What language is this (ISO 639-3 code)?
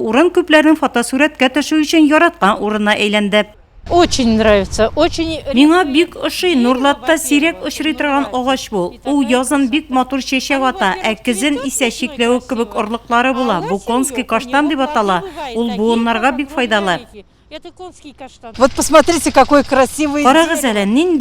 tat